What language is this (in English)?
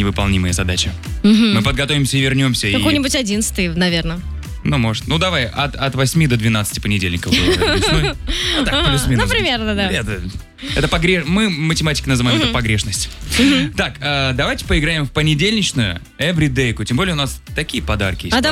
Russian